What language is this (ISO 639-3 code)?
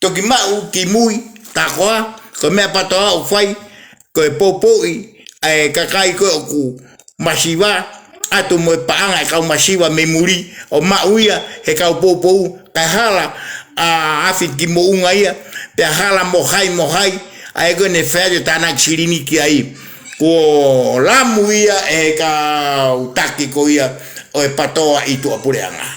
ton